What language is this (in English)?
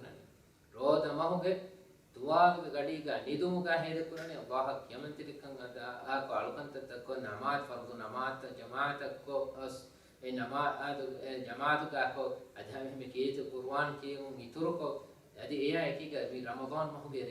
Divehi